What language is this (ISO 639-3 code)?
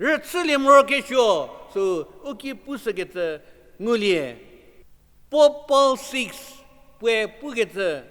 njm